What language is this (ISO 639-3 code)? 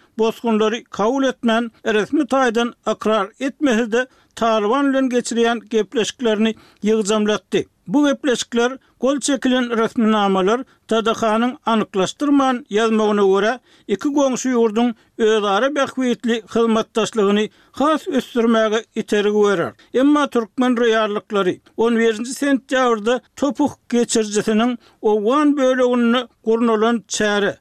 tuk